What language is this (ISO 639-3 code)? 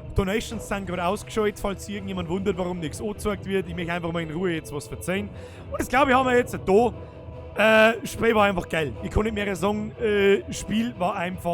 bar